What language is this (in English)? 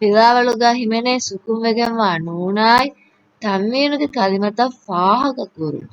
Divehi